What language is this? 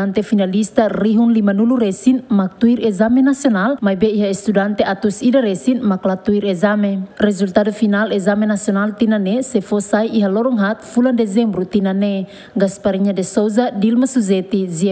Tetum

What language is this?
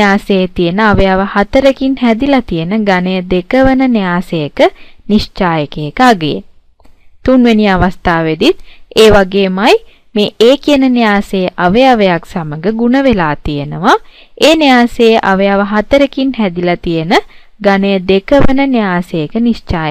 Sinhala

